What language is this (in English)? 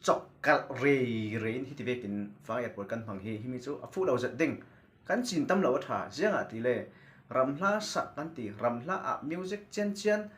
Falam Chin